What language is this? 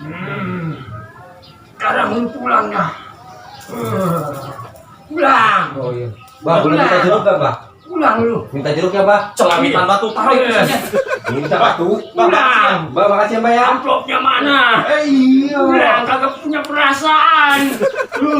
Betawi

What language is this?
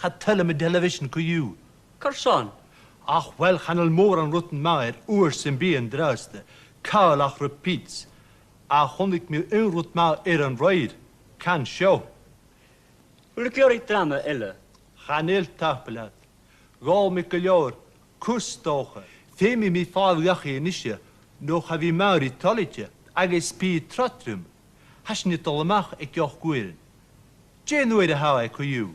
Scottish Gaelic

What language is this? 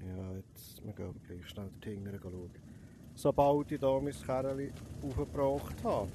Swiss German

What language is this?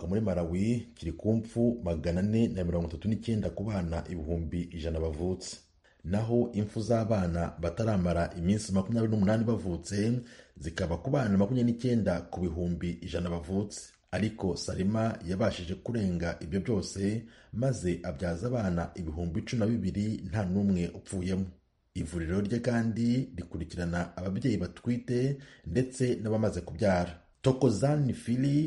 Kinyarwanda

